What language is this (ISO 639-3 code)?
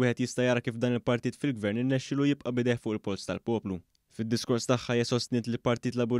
mlt